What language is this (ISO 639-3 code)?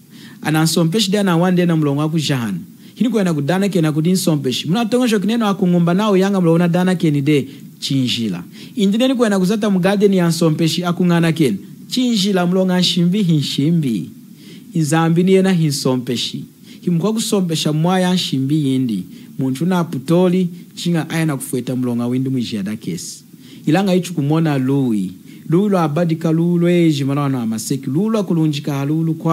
lun